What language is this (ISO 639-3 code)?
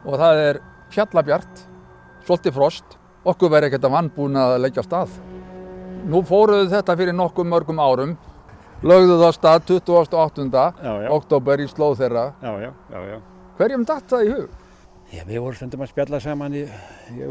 isl